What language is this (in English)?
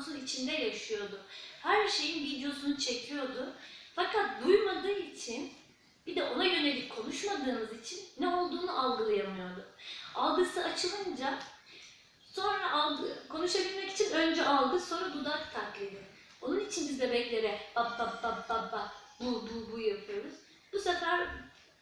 Turkish